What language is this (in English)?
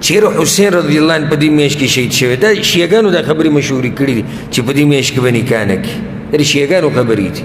Pashto